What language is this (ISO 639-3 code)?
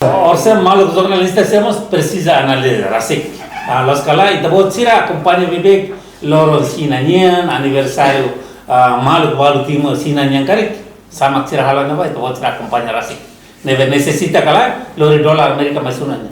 tet